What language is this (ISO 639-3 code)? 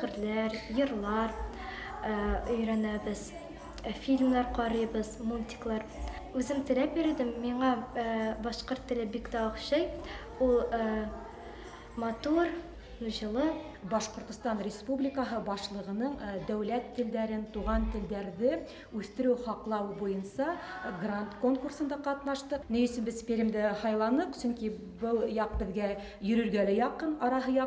bak